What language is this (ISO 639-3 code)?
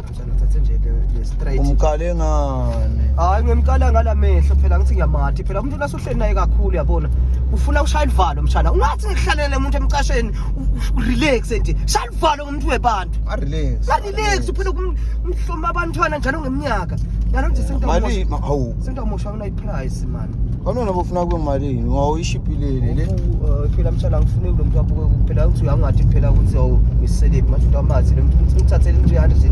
zul